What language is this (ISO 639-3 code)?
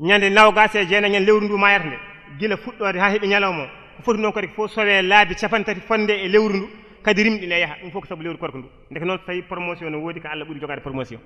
ful